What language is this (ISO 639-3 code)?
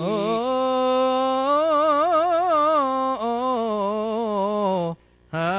ace